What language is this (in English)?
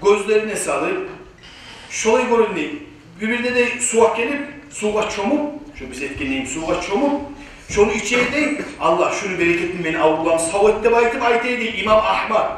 Kumyk